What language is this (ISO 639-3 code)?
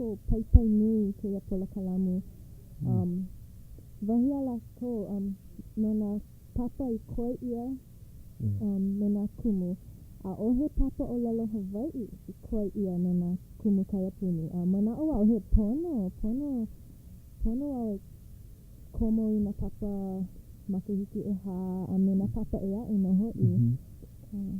haw